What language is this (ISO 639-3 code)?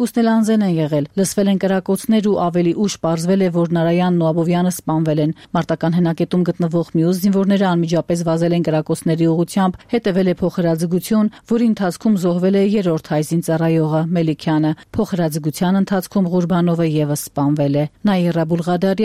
hye